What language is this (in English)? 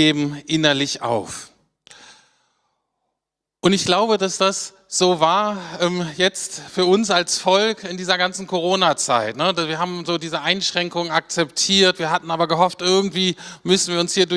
German